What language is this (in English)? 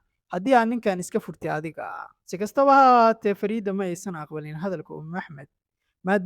Somali